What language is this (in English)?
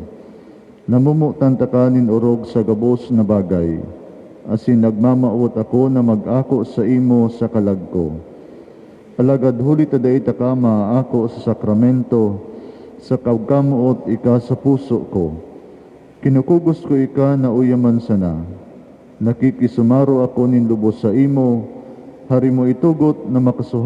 Bikol